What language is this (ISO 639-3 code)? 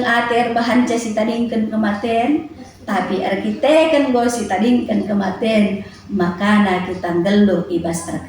btx